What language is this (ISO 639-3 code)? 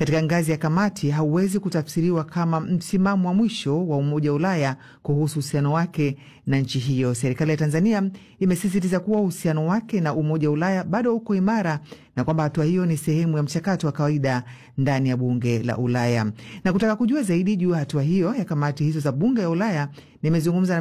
swa